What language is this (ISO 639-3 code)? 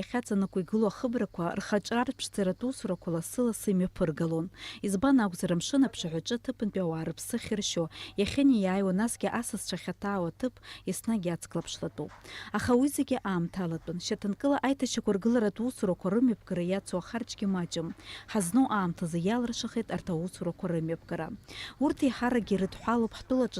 abk